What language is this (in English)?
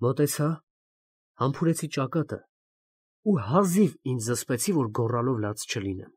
Armenian